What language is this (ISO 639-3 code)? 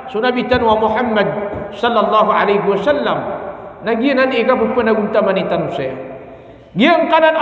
mrw